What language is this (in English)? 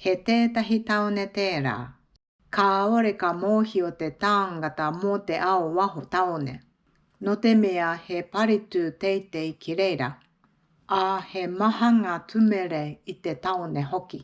Māori